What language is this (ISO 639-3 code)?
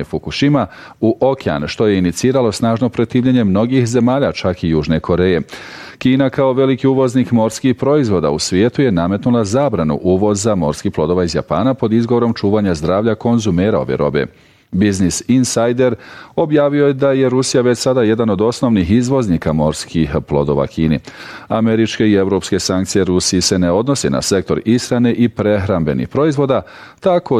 bos